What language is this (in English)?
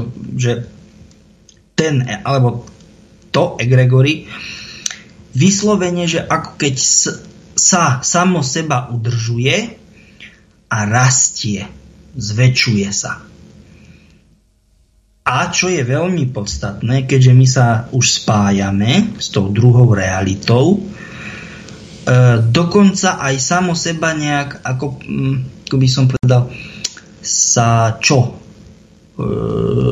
Slovak